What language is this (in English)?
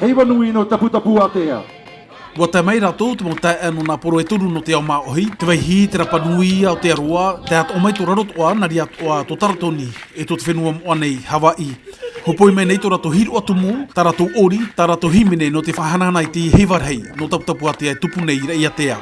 Tahitian